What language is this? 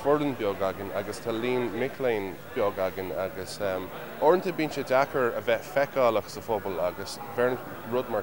Irish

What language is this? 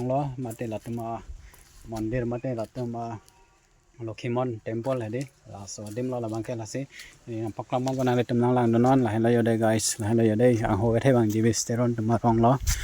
Karbi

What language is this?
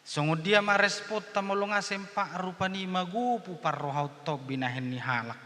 Batak Toba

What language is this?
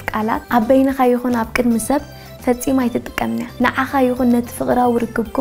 Tigrinya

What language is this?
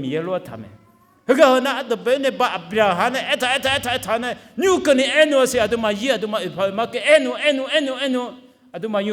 Akha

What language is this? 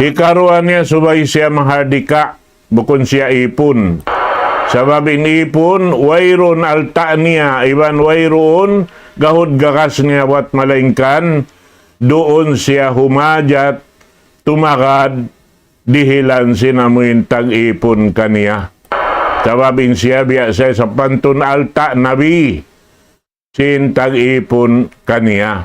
Tausug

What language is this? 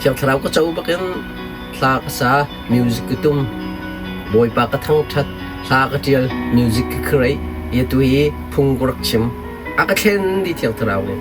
Hakha Chin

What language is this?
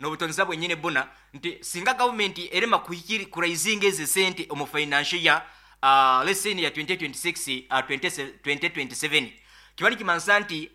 Nyoro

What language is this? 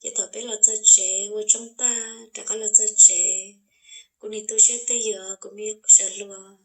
Hmong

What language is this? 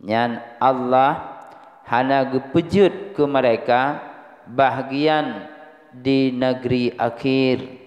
Achinese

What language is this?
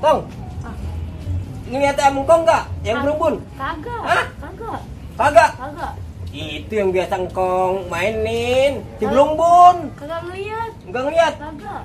Betawi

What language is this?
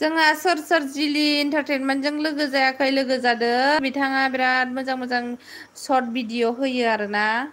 Bodo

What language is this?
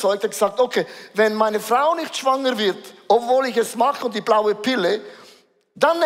Swiss German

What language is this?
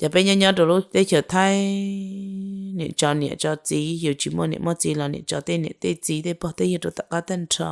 Hmong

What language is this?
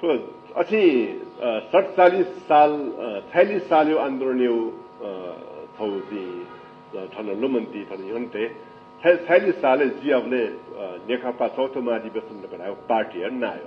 Newari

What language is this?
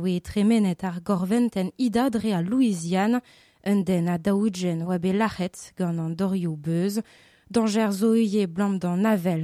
Breton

